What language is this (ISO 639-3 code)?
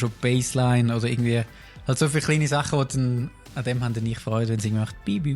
gsw